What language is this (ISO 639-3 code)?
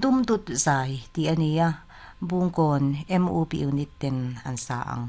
lus